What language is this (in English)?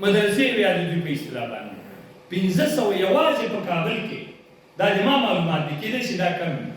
Pashto